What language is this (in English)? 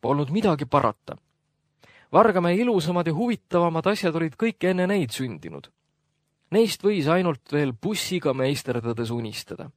Estonian